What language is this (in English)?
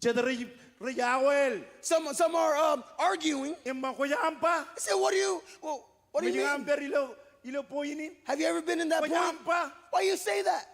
Marshallese